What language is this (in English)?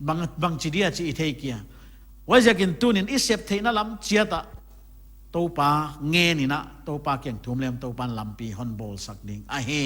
Paite Chin